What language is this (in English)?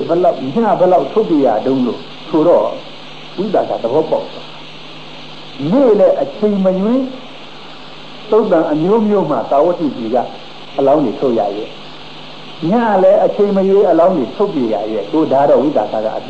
Burmese